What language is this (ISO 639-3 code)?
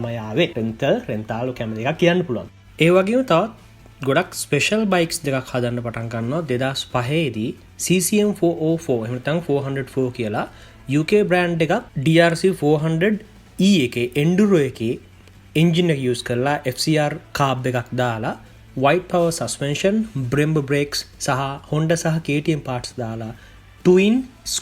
sin